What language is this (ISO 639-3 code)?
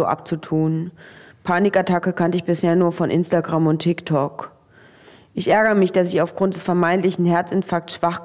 gsw